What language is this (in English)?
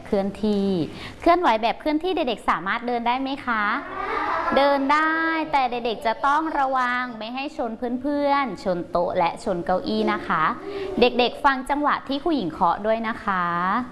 Thai